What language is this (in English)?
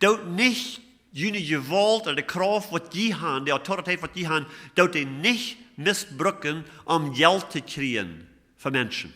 Plautdietsch